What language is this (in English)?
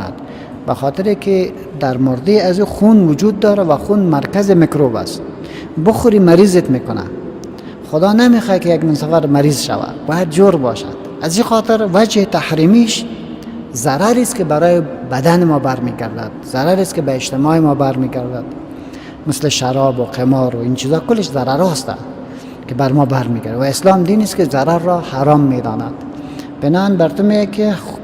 Persian